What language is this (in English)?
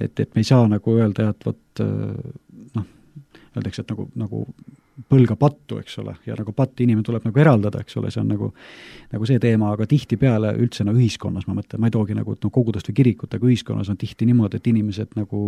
Estonian